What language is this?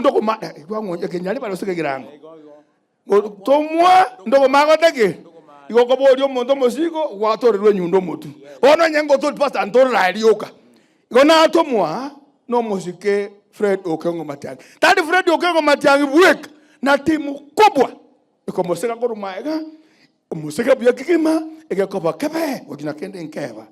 Gusii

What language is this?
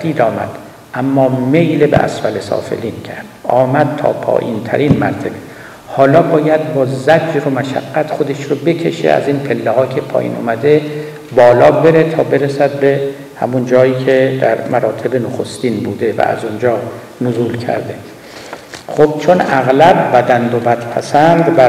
Persian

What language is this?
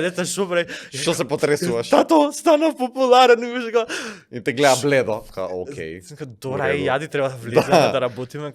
Macedonian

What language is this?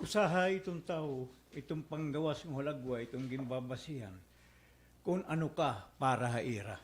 Waray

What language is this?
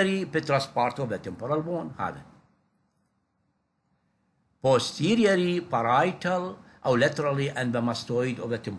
Mesopotamian Arabic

